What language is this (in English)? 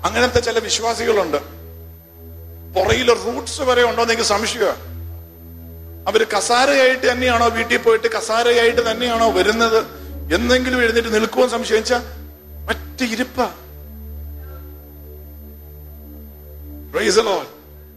Malayalam